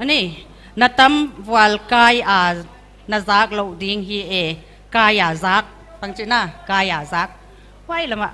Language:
Paite Chin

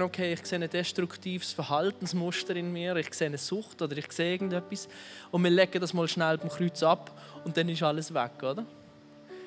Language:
Swiss German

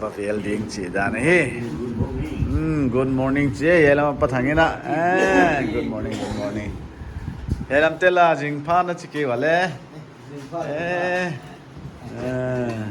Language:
Paite Chin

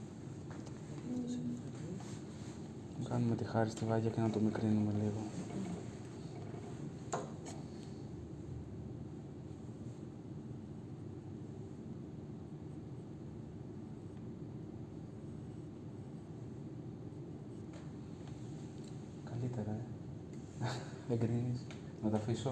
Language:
Greek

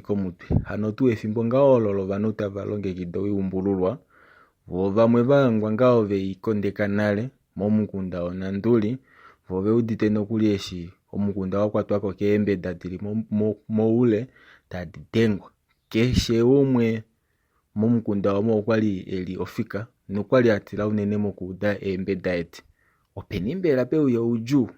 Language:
Kuanyama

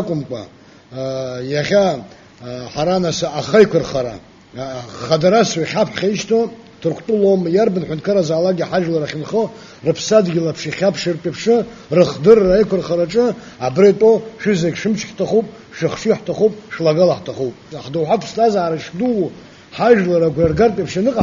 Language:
Abkhazian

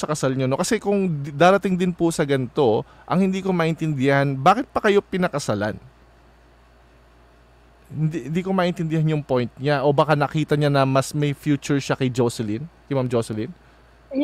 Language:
Filipino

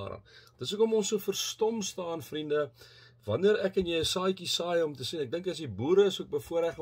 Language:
Afrikaans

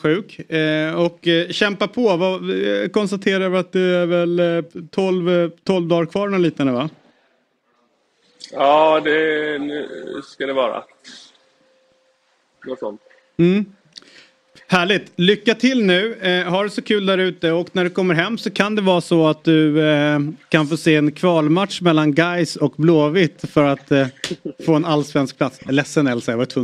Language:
Swedish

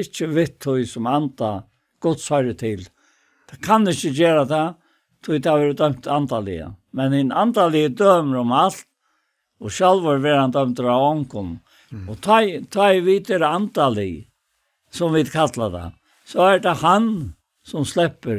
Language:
Faroese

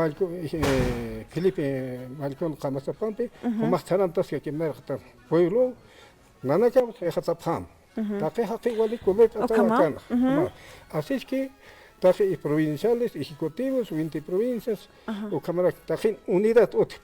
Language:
Aymara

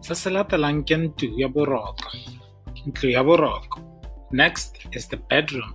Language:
Tswana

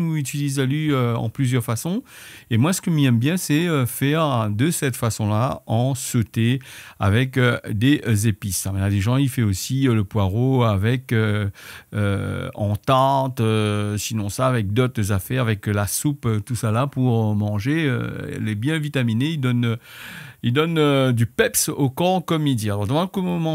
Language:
Réunion Creole French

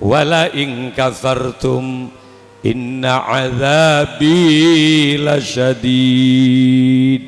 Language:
Madurese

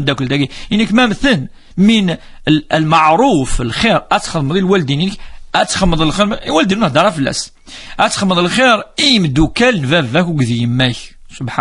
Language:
Kabyle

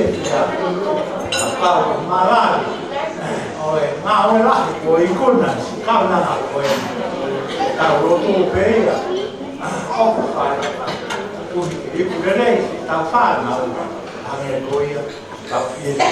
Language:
Tongan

